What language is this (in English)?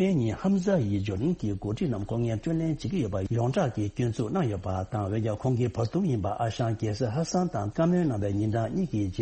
Tibetan